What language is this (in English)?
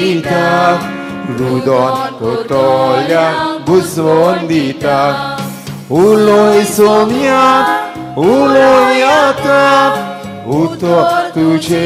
Konkani